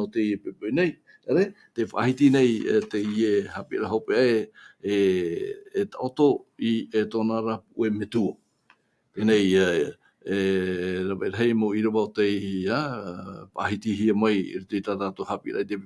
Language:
Tahitian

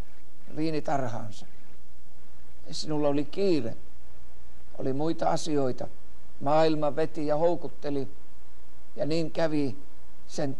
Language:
Finnish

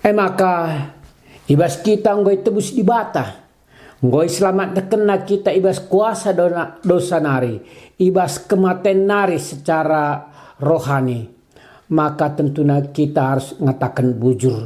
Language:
Batak Karo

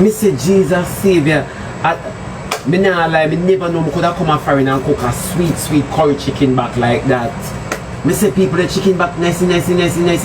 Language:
Jamaican Creole English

